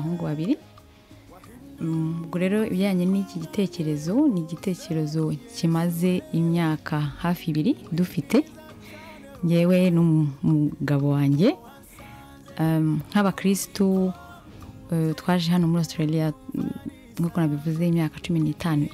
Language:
Kinyarwanda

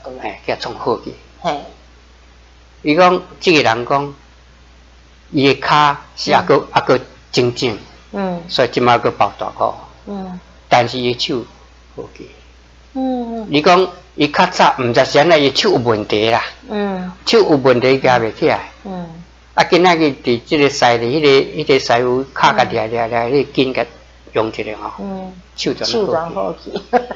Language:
Min Nan Chinese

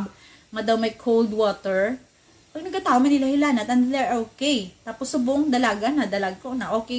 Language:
Hiligaynon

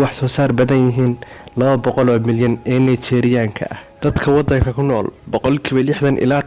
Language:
Somali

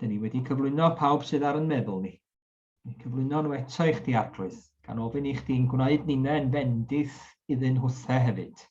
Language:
Welsh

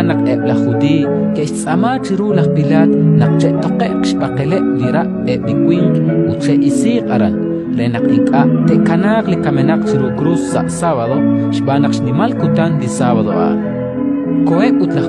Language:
Kekchí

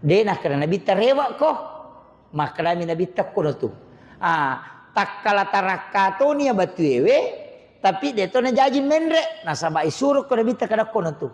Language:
Buginese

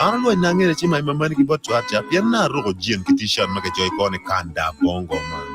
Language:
Acoli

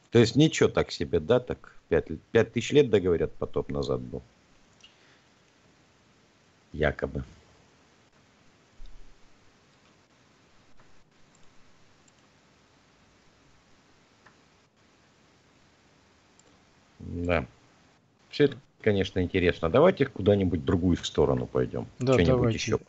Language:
Russian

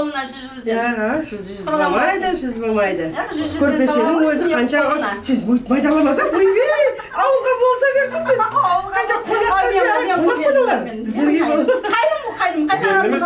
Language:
Kara-Kalpak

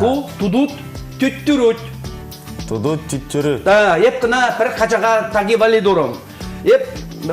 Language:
Chuvash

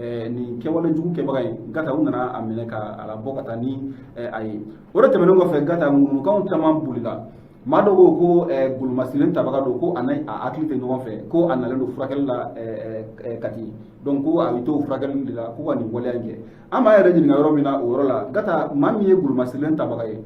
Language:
Bambara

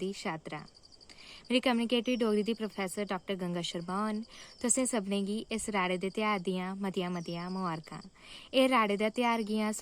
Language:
Dogri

